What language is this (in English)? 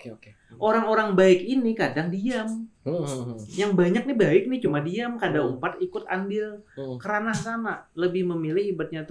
Banjar